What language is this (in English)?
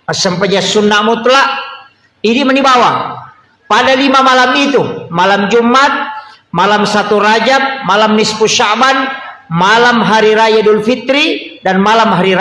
Buginese